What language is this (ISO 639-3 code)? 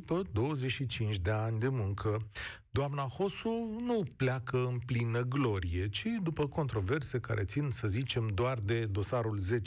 ron